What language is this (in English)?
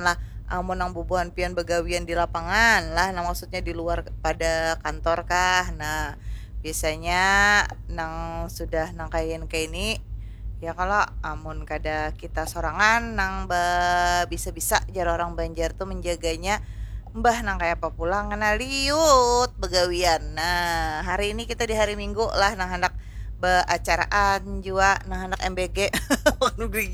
Banjar